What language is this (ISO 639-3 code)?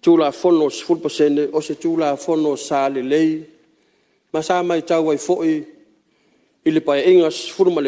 smo